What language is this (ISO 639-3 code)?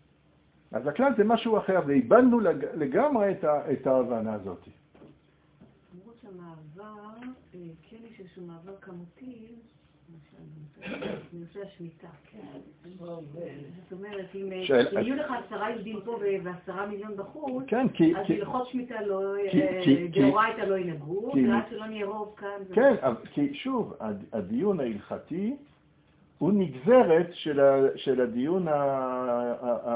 heb